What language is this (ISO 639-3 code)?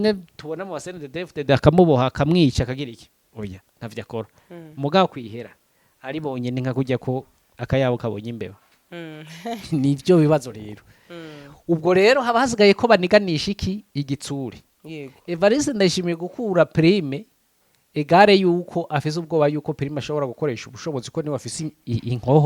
run